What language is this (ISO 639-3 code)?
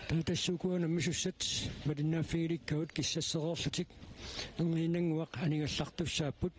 kal